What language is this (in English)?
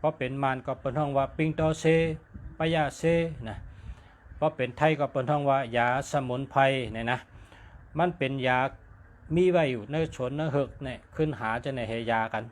Shan